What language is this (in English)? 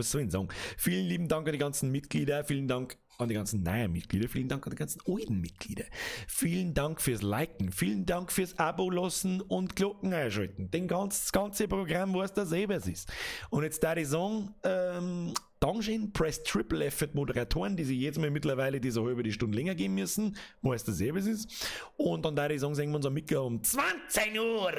Bavarian